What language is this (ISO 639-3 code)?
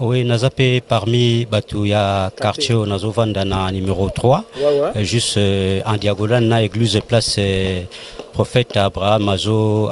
lin